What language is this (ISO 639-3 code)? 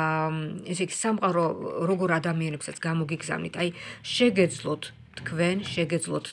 kat